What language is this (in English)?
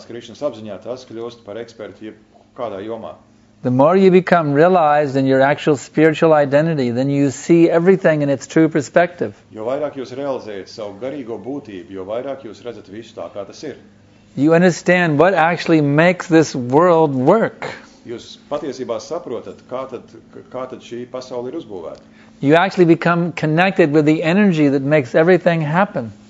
Latvian